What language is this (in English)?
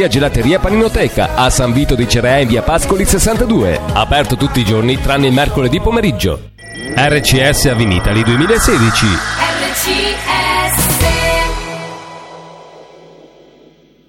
Italian